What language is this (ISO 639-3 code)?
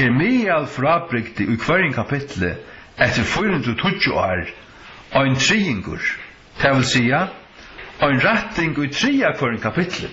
fao